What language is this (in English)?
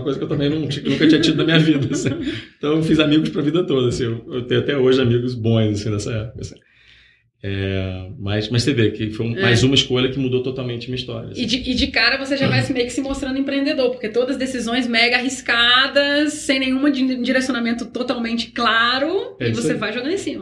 Portuguese